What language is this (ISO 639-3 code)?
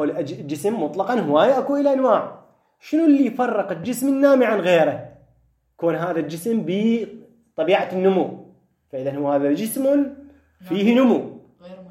acm